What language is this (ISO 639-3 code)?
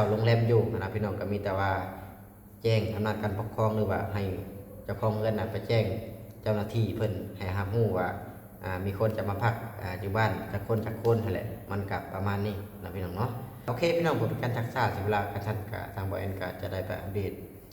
lao